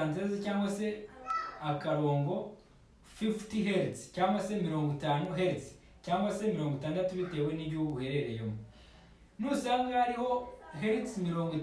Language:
Kinyarwanda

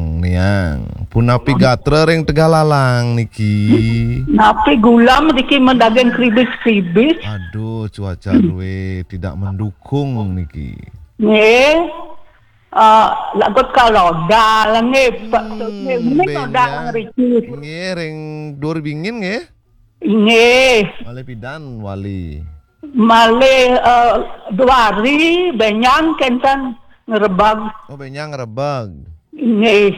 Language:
Balinese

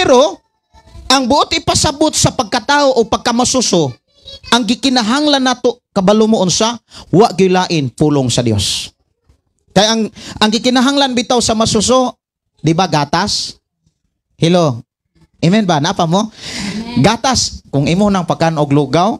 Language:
Cebuano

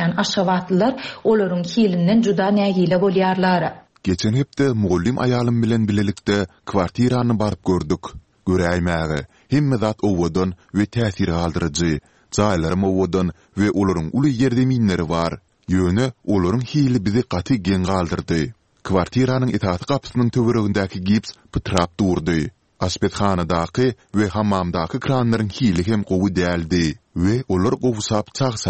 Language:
Turkmen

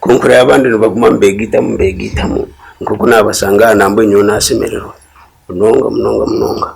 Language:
Nyankole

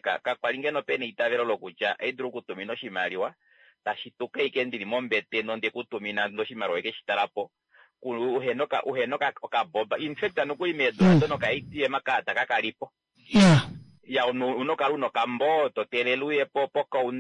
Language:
Kuanyama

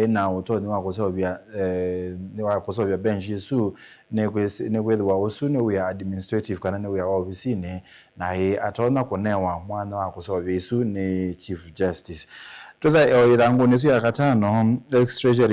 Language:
Kamba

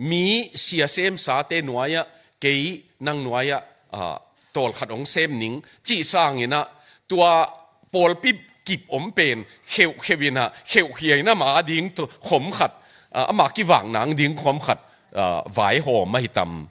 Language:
Tedim Chin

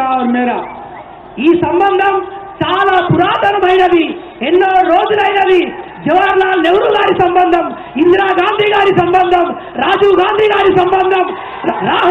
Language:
Telugu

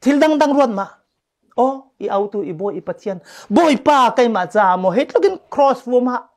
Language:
Falam Chin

